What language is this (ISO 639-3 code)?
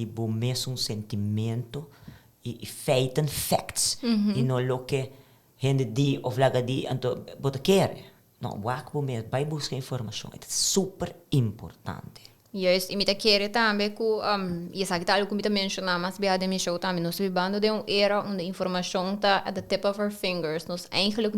pap